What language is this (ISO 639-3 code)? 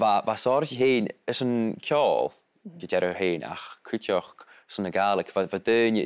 gla